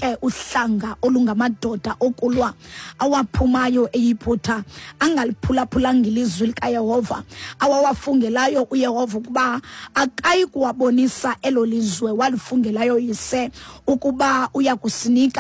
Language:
Xhosa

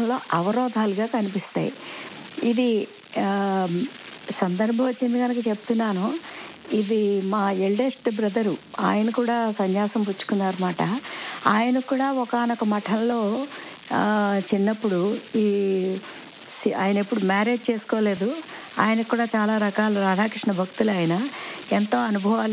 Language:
Telugu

